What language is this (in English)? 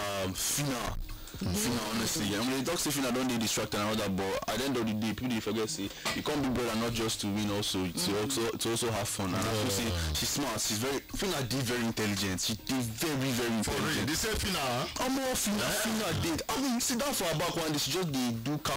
Nigerian Pidgin